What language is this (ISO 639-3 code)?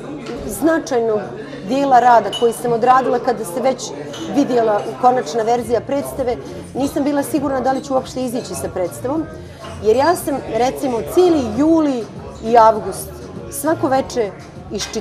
bos